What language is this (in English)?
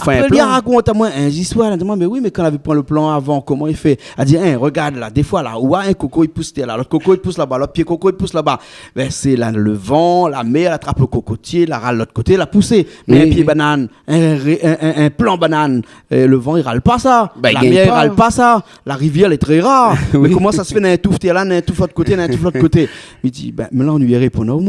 Réunion Creole French